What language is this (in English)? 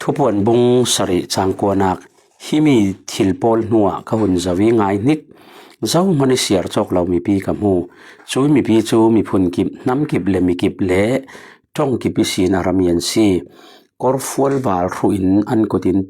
Falam Chin